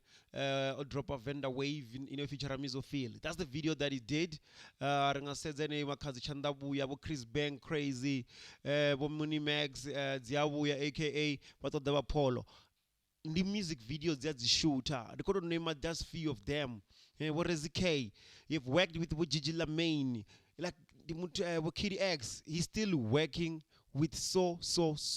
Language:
Venda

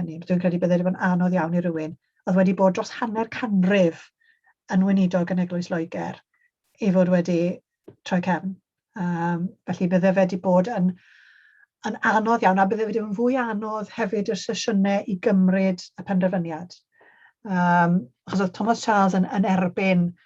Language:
Welsh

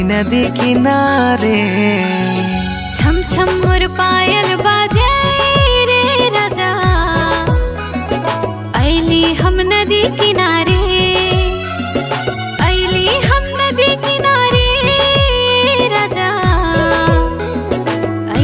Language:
Bhojpuri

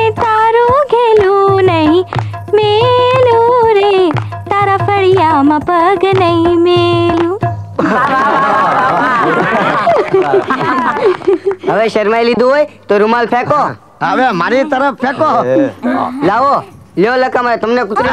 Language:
Gujarati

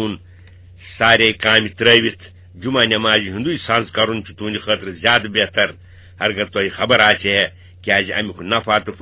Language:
Kashmiri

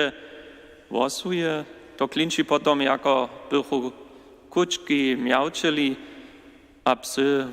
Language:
Upper Sorbian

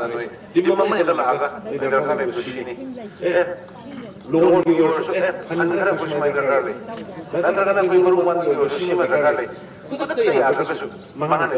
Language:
Manipuri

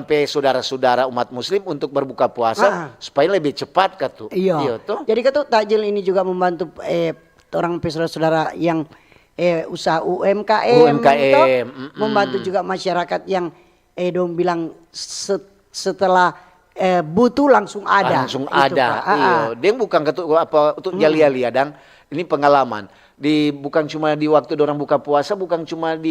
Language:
Manado Malay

